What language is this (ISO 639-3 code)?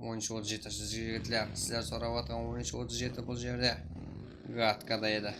kaa